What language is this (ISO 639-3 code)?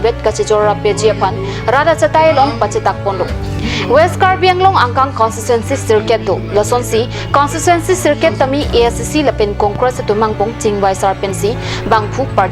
mjw